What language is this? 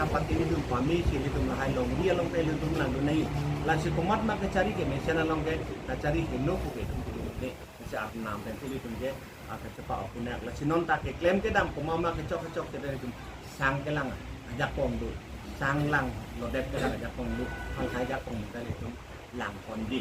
Karbi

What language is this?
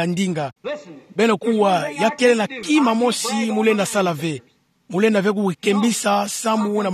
Kituba (Democratic Republic of Congo)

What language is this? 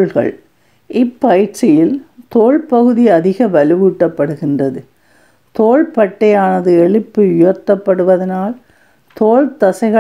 Tamil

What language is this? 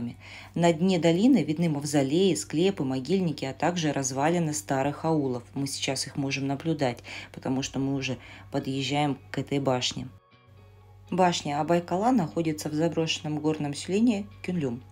Russian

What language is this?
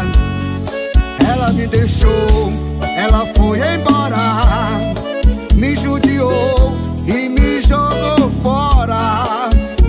Portuguese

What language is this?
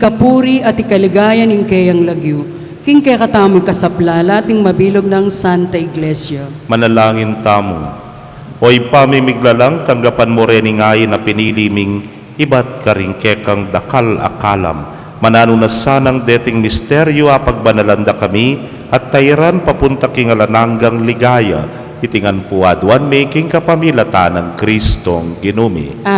Pampanga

